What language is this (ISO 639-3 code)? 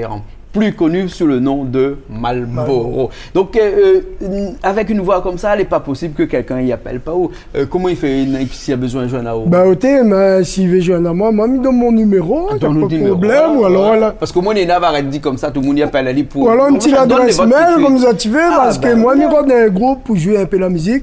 rcf